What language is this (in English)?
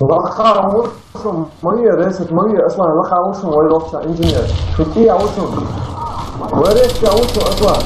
Chechen